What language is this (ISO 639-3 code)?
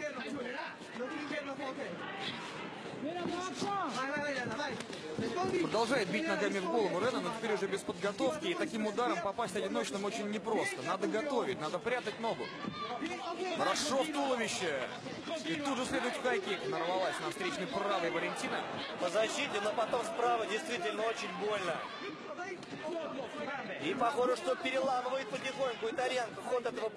rus